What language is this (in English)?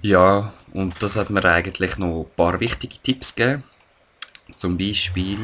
Swiss German